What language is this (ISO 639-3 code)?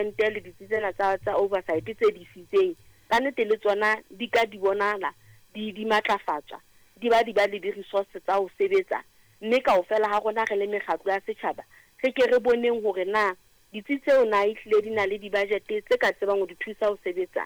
sot